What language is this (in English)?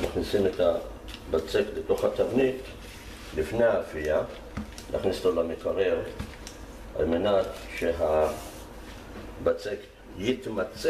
Hebrew